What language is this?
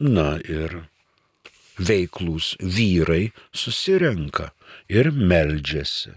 Lithuanian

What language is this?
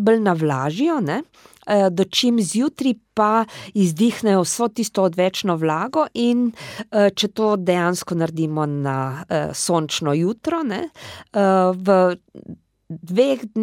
Slovenian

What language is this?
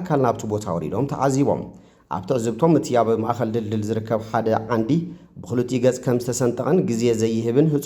Tigrinya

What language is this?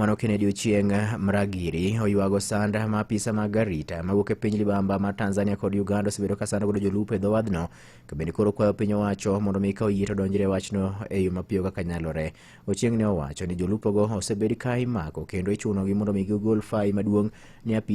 Luo (Kenya and Tanzania)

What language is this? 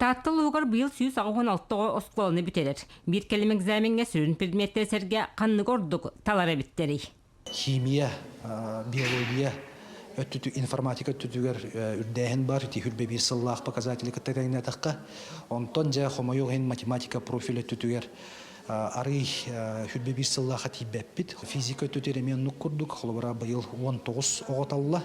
Yakut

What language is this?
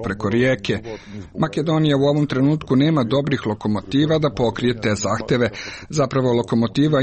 Croatian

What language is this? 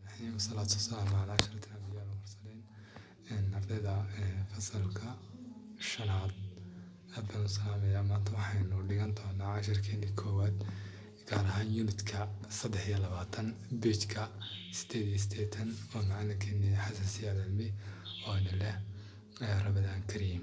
Somali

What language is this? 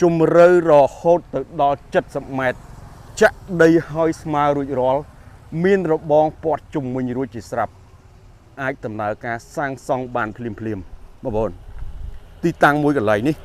Khmer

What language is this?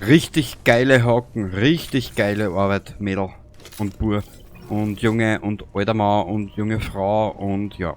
Bavarian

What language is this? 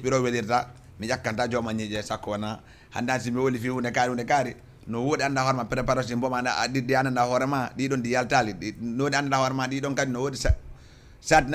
Fula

